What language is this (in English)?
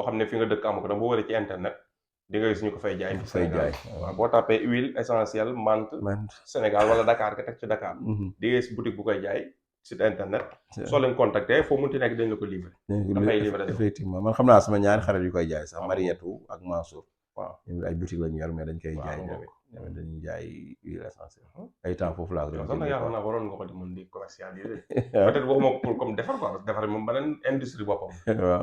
Wolof